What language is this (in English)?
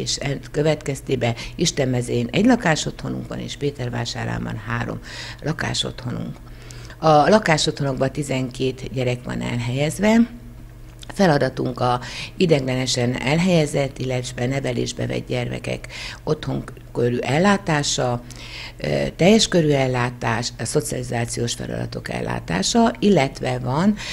Hungarian